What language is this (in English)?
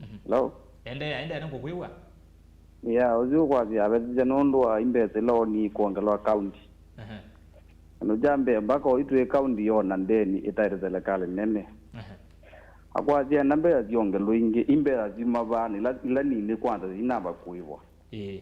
Kamba